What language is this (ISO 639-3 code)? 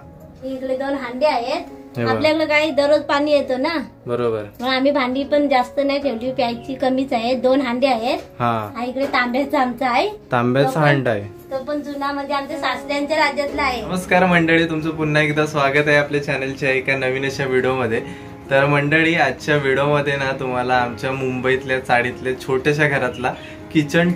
mar